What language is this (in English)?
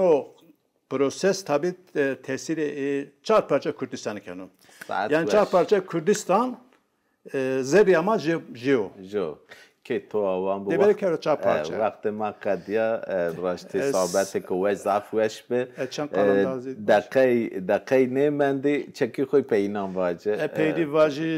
Zaza